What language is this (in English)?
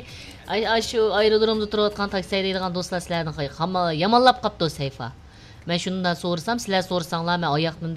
Uyghur